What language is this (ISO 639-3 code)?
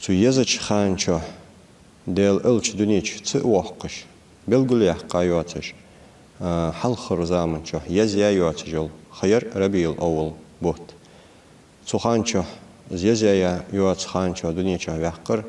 inh